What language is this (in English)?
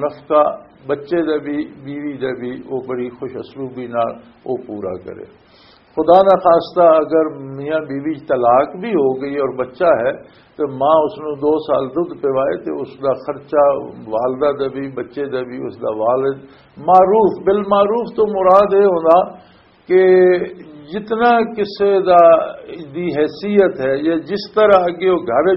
Western Panjabi